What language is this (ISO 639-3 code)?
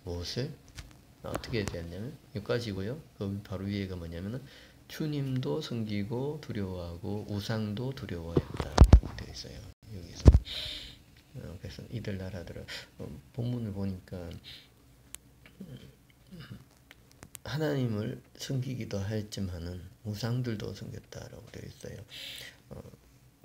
kor